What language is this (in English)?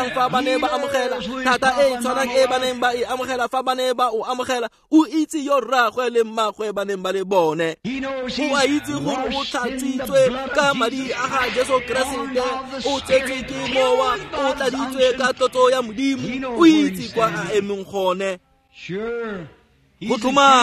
Tswana